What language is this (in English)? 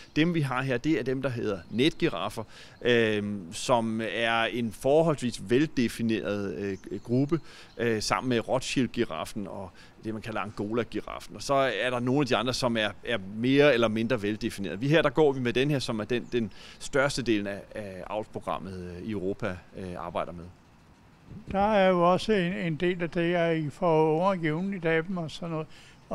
Danish